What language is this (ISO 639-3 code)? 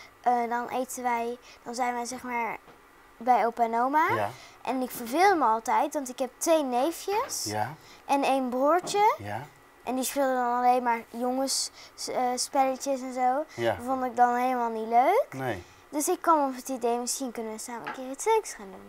nld